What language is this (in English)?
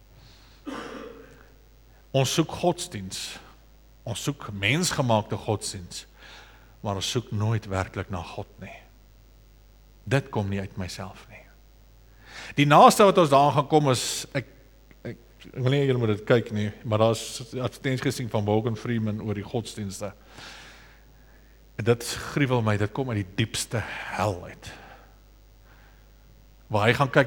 Afrikaans